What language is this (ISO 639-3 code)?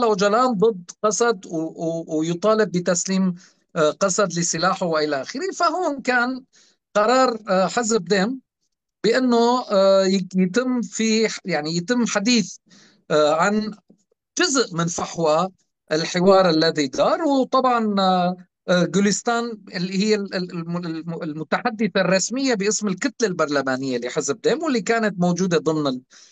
apc